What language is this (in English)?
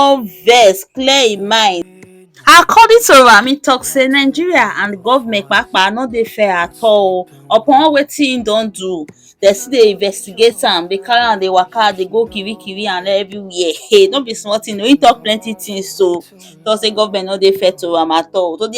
Nigerian Pidgin